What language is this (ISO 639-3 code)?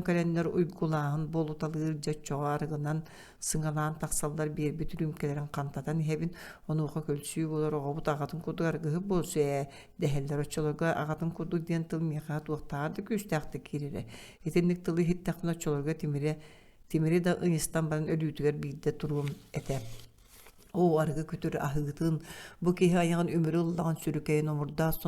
sah